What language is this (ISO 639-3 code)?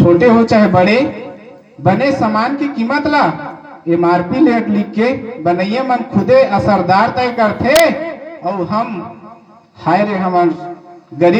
hne